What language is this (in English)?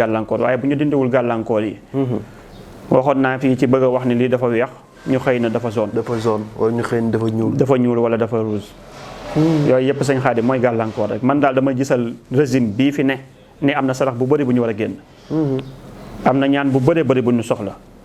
Wolof